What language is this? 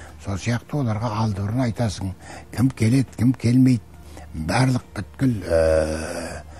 Kazakh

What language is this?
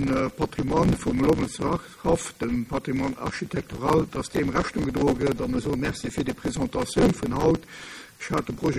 Luxembourgish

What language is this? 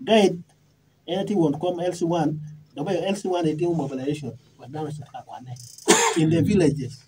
Acoli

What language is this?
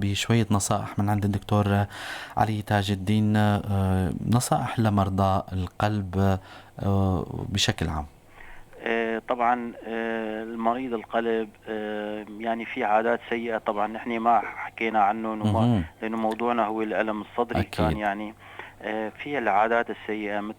North Levantine Arabic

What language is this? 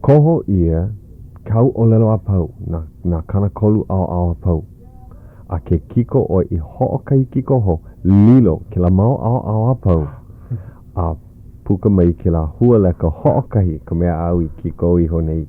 Hawaiian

